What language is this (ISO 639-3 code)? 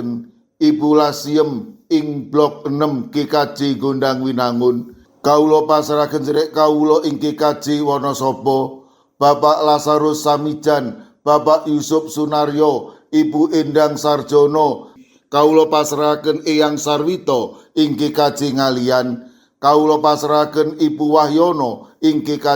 jav